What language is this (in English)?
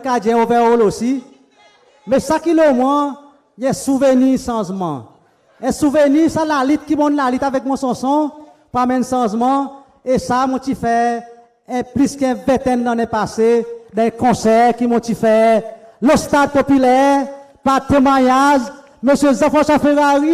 Seselwa Creole French